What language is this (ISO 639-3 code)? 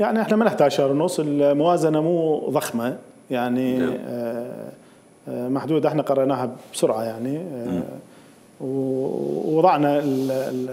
acm